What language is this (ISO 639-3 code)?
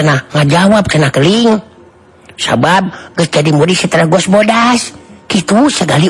sun